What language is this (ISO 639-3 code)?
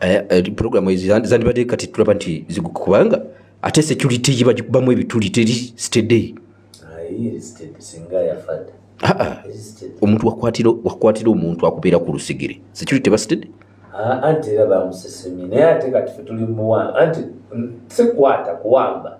lug